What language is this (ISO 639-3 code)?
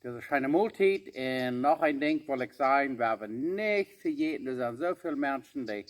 pdt